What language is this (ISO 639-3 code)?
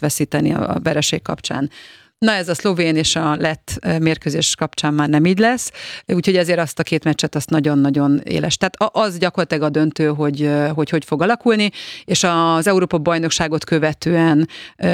hun